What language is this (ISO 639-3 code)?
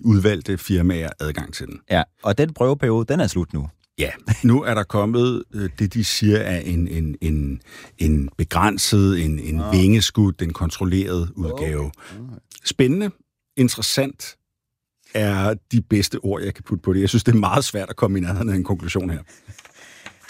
dan